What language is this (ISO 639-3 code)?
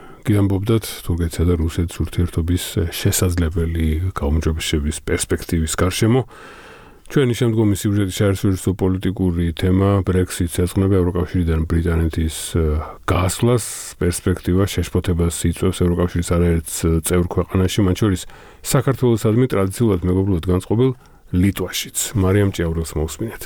kat